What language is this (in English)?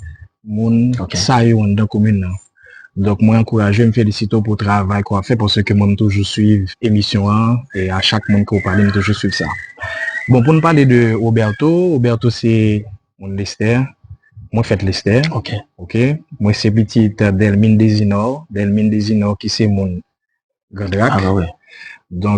Haitian Creole